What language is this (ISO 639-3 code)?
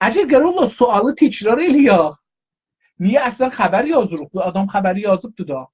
azb